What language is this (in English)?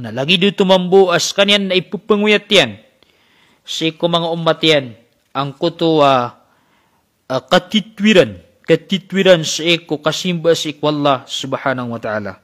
Maranao